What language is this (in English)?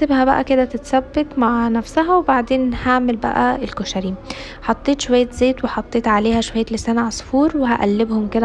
Egyptian Arabic